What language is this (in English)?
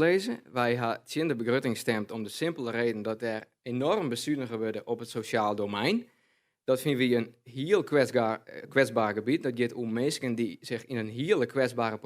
Western Frisian